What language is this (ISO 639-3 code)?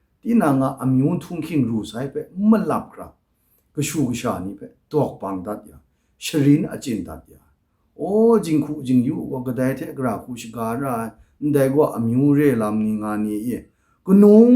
kac